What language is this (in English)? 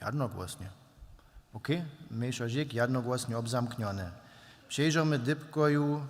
Upper Sorbian